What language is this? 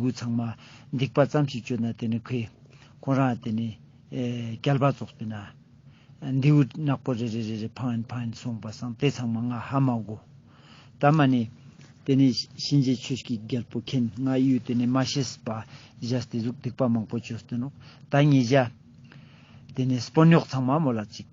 Ladakhi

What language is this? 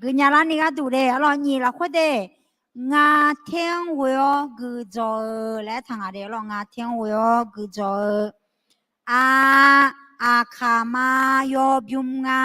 Akha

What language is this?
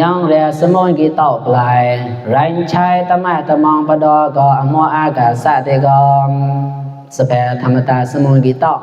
Mon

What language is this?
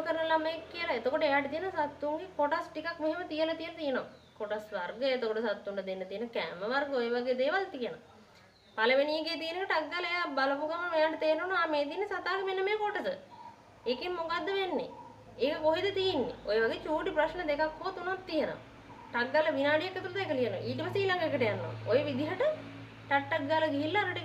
Sinhala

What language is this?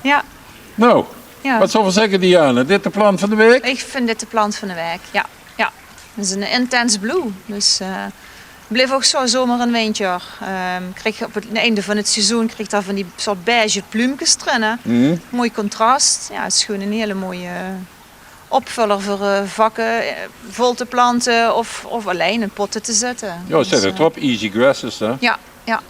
Limburgish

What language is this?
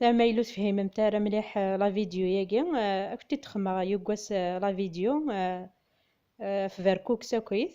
Kabyle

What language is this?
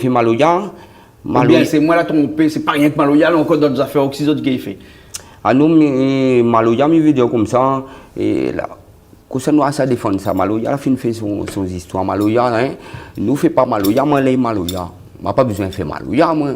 Réunion Creole French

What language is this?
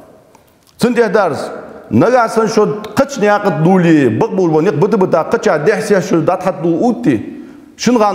Ingush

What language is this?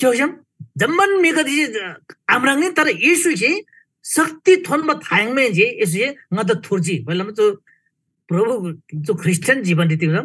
Eastern Tamang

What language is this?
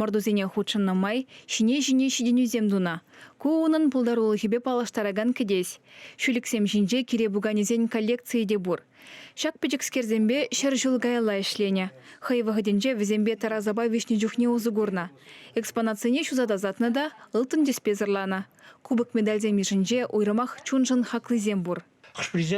Chuvash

